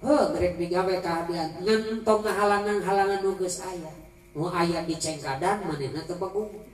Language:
Sundanese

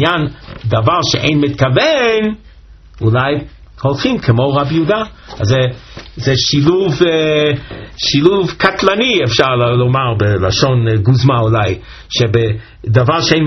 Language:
Hebrew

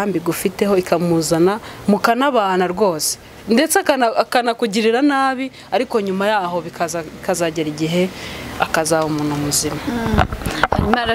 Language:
Kinyarwanda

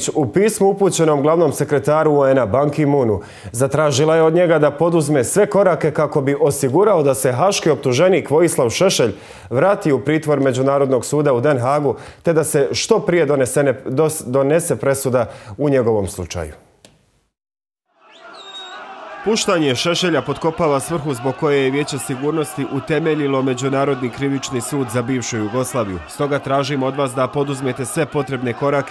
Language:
Bosnian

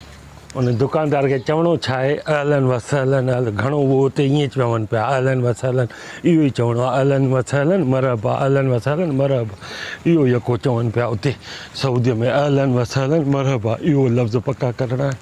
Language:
Sindhi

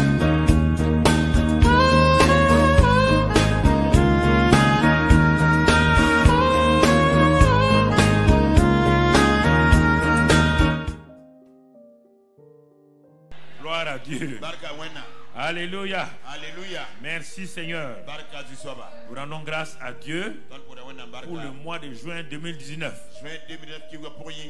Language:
French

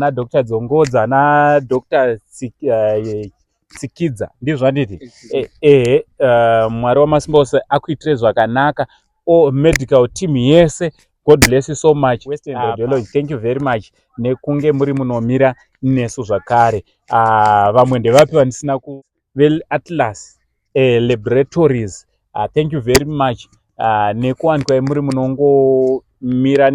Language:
Shona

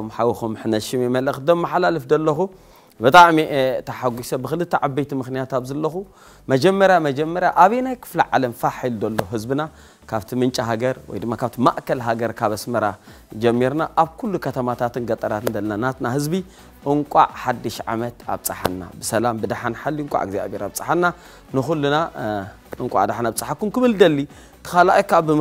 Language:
Tigrinya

